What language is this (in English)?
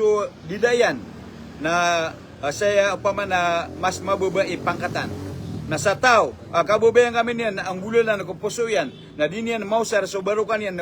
Maranao